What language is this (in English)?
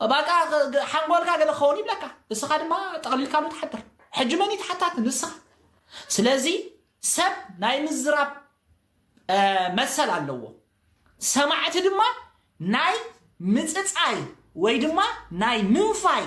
Tigrinya